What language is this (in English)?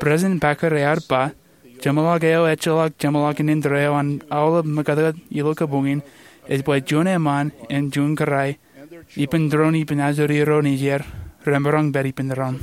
Marshallese